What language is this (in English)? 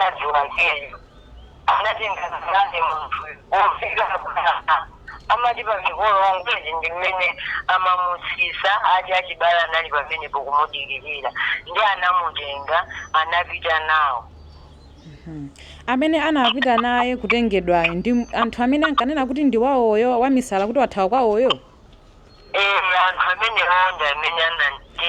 Nyanja